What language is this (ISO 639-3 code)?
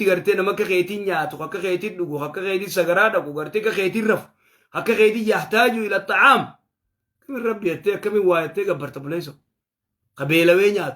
orm